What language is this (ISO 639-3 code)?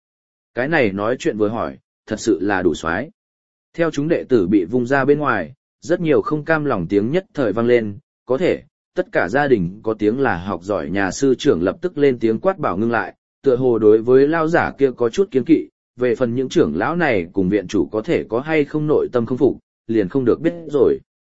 vie